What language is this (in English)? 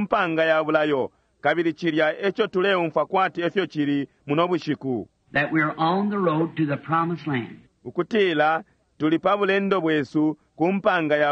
Bemba